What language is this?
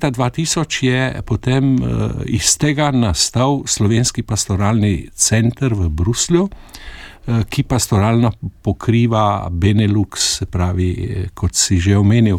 Slovenian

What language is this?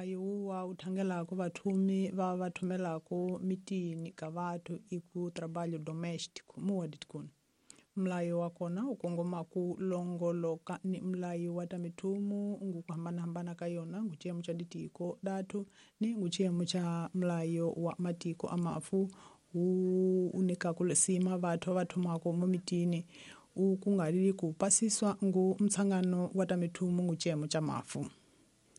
Tsonga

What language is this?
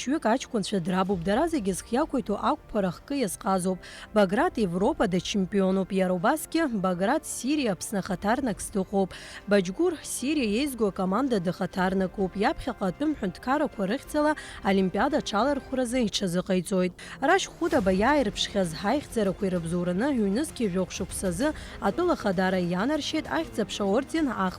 Abkhazian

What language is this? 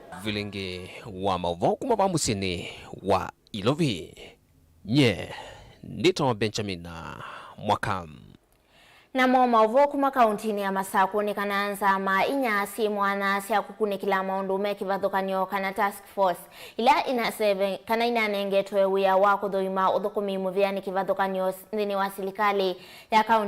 Kamba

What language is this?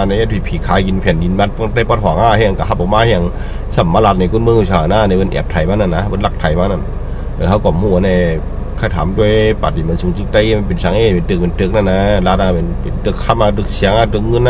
Shan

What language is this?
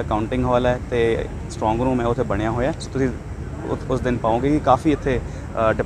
Punjabi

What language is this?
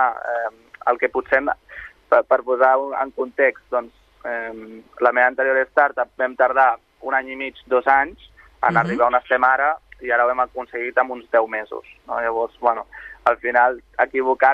Catalan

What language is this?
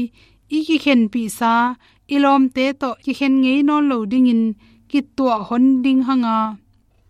Tedim Chin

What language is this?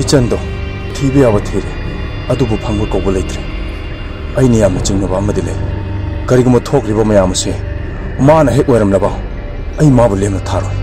Manipuri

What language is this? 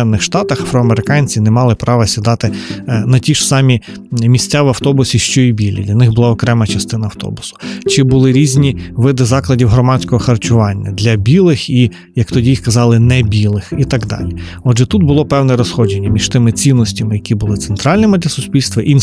Ukrainian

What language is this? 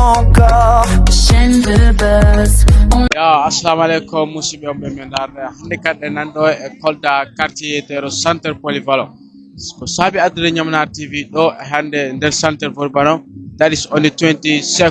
Fula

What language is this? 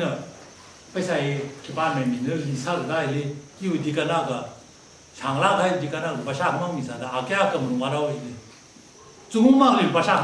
Tangkhul Naga (India)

